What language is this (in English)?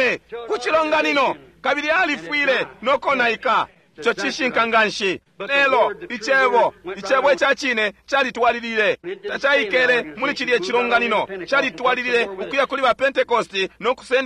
Bemba